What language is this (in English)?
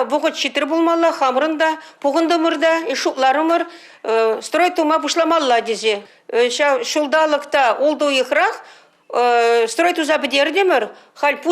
Chuvash